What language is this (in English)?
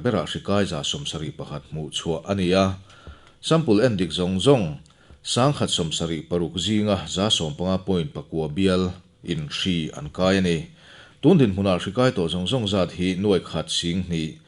Mizo